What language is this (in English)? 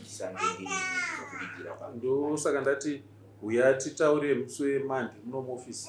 Shona